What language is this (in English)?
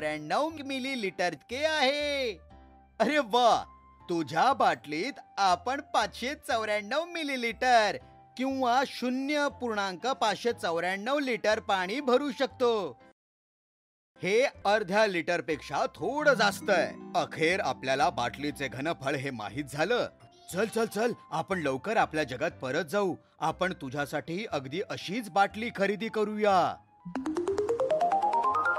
Marathi